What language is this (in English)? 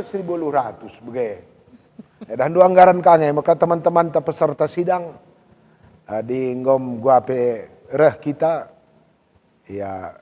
Batak Karo